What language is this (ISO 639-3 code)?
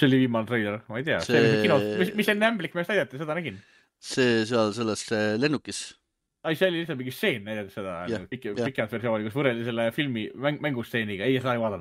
est